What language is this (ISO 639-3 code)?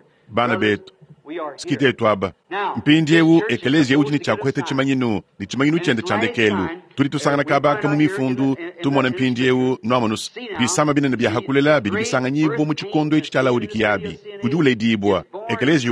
lua